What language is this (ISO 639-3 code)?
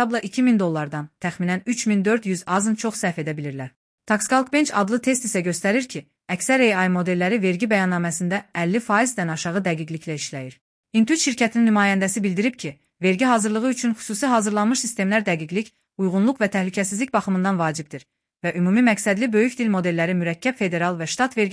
aze